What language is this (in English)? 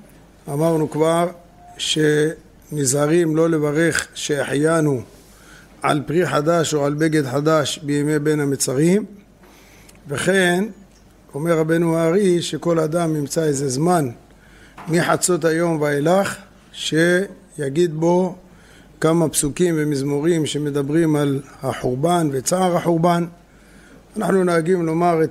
Hebrew